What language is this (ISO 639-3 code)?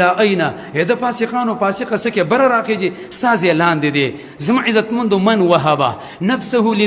pus